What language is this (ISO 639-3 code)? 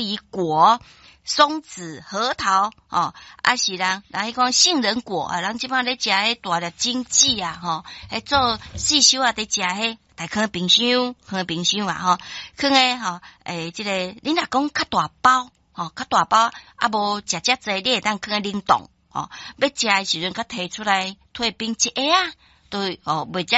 nan